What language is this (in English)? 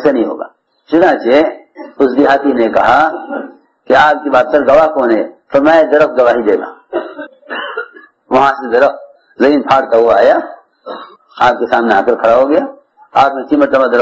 Urdu